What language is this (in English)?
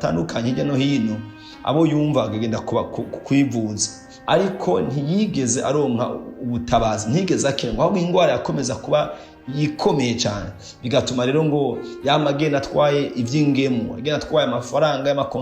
Rundi